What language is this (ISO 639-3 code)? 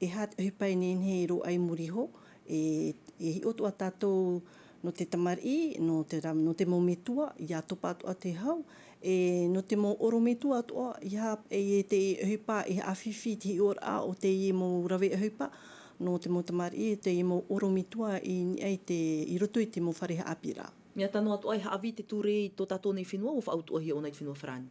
tah